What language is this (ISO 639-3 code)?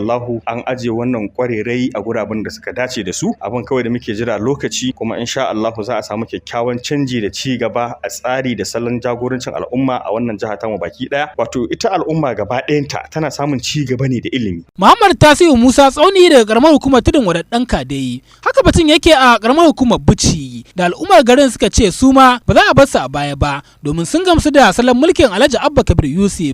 hau